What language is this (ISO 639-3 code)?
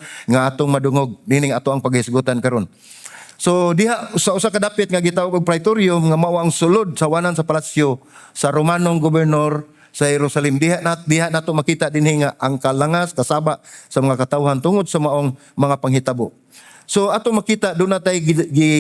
ceb